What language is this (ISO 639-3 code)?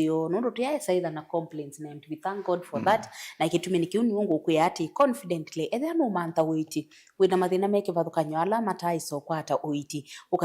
kam